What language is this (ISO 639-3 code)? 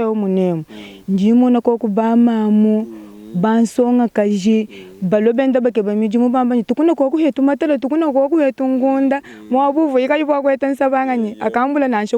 lua